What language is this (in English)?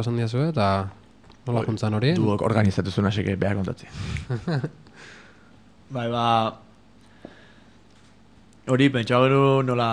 Basque